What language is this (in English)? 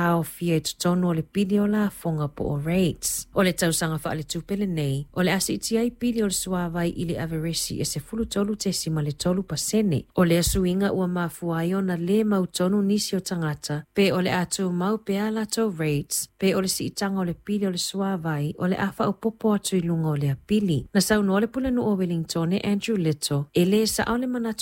Samoan